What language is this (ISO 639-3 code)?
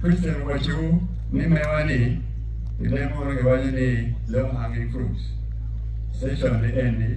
ach